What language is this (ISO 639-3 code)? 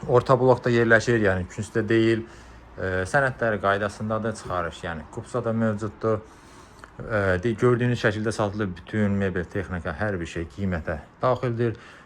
aze